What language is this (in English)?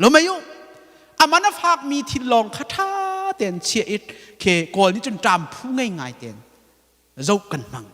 Hakha Chin